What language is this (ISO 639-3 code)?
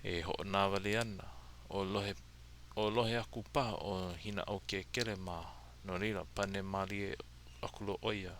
haw